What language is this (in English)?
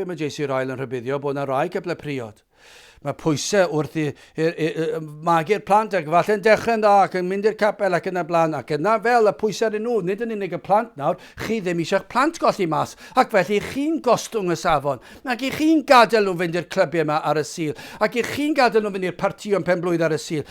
Welsh